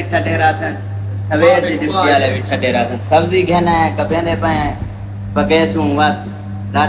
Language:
Saraiki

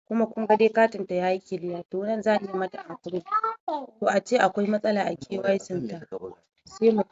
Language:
Hausa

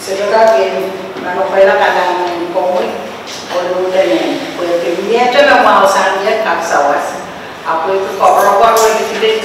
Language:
Pohnpeian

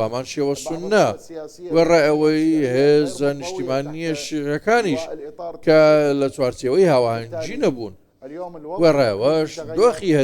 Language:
Central Kurdish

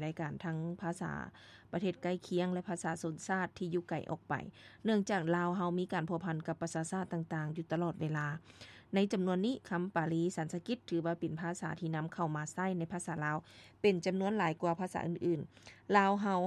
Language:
Lao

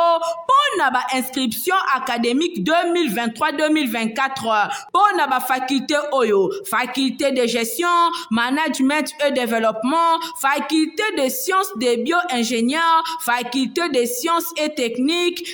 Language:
Lingala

